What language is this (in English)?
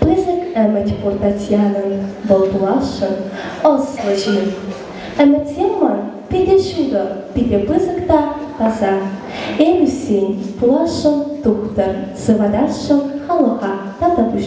Chuvash